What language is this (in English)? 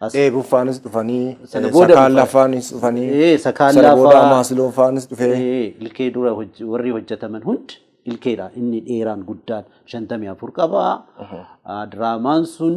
Oromo